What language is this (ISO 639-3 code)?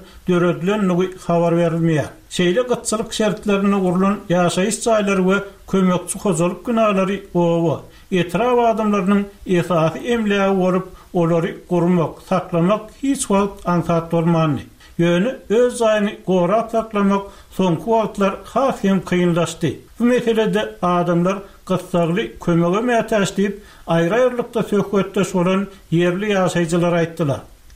tuk